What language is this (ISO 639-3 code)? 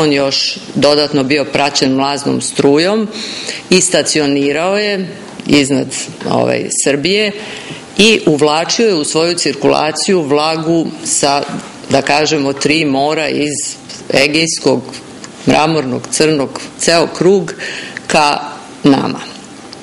srp